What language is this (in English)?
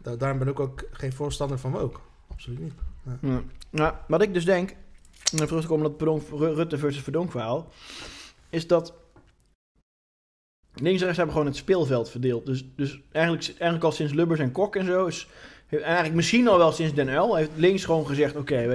Dutch